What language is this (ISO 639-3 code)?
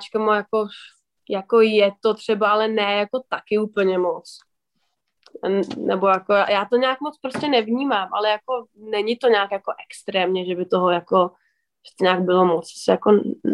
ces